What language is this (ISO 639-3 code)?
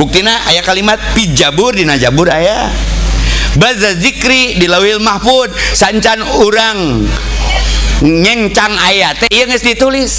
sun